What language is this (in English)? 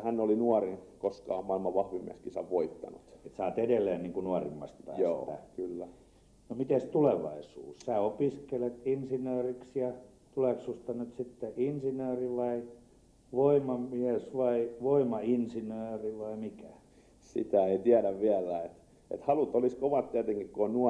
Finnish